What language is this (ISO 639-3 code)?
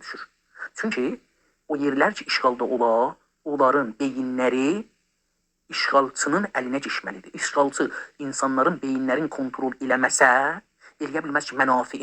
azb